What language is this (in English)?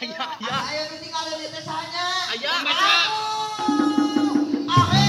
Sundanese